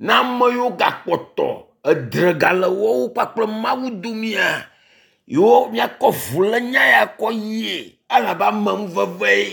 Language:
Ewe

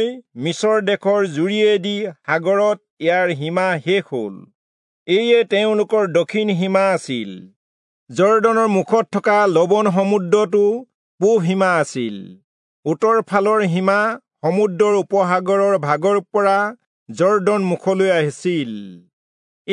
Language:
Assamese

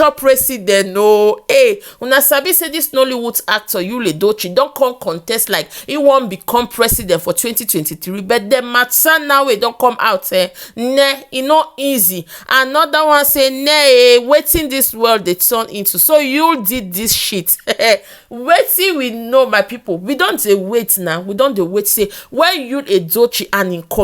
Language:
Nigerian Pidgin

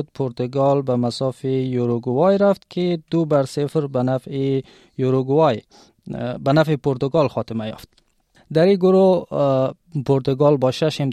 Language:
Tajik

